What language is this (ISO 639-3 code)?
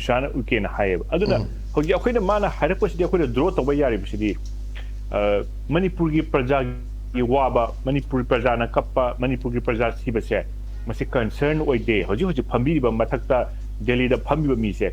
mni